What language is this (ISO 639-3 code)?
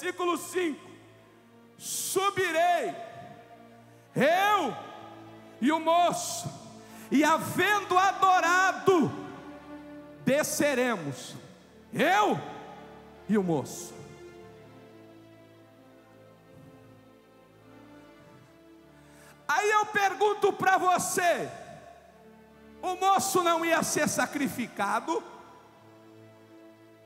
por